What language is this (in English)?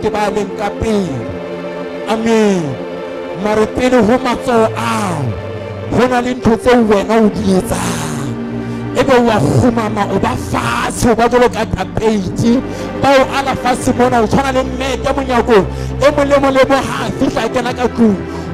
Southern Sotho